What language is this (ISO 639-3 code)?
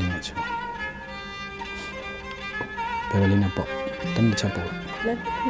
mya